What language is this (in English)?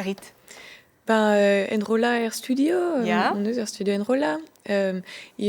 Breton